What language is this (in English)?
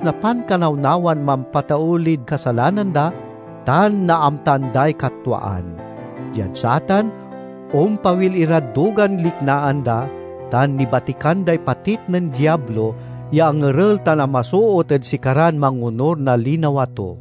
Pangasinan